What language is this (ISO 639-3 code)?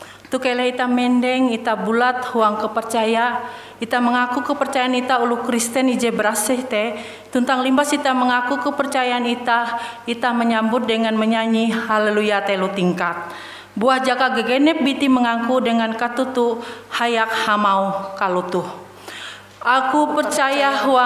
nij